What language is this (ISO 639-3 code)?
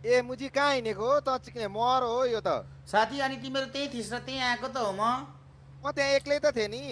nep